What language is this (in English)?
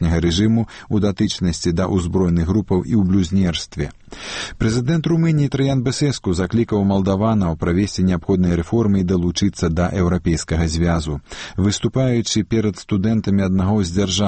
Belarusian